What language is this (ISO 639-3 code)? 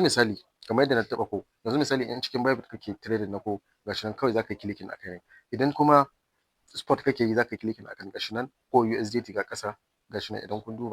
hau